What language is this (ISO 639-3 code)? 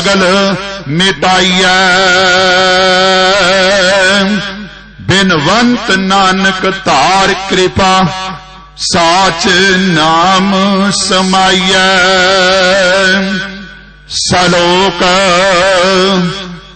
pan